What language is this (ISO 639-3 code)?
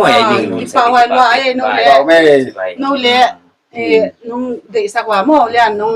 pck